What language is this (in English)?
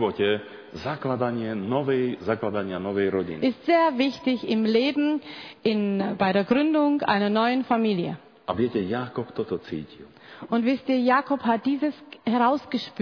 Slovak